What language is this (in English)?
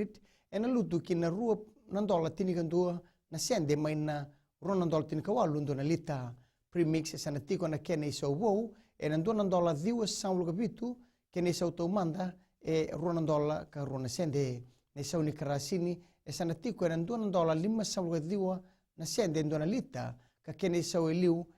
Fijian